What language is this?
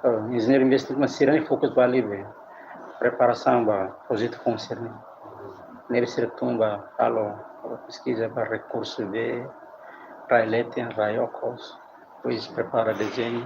Tetum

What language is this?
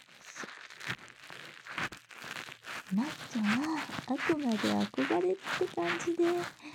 Japanese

